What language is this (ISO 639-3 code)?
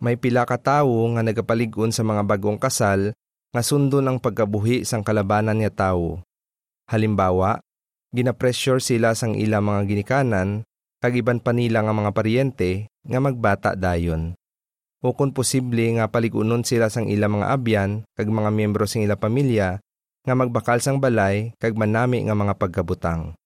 hil